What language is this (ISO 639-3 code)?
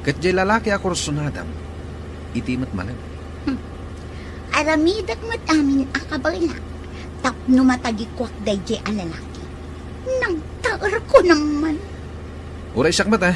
ilo